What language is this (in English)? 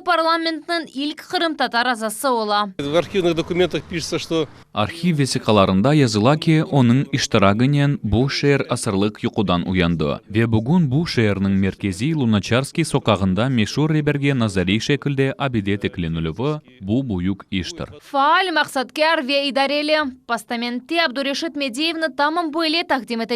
Crimean Tatar